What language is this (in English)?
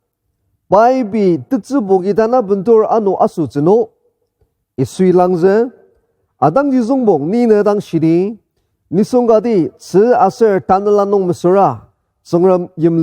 Ao Naga